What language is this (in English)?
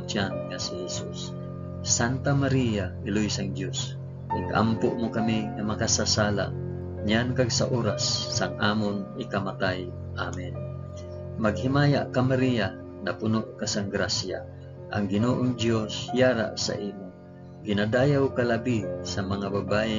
Hiligaynon